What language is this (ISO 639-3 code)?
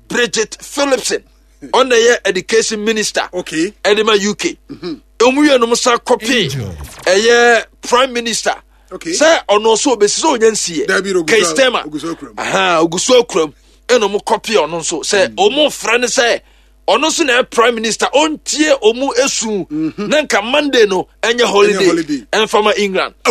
aka